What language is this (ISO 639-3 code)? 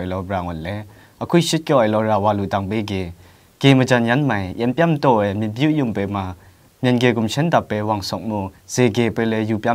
kac